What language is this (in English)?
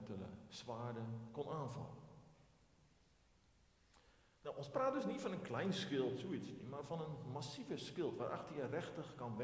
Afrikaans